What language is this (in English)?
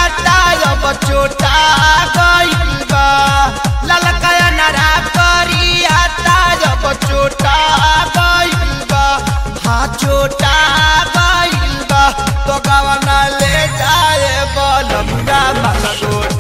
Bhojpuri